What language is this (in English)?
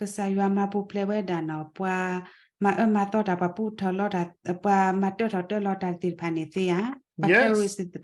S'gaw Karen